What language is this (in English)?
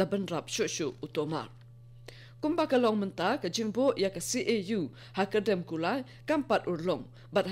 Khasi